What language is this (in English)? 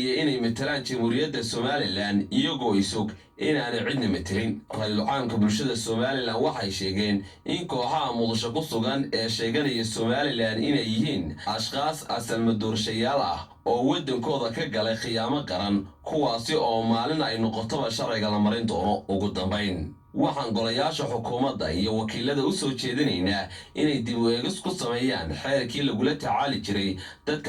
Somali